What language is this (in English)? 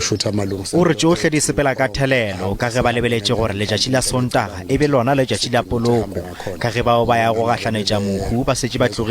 Northern Sotho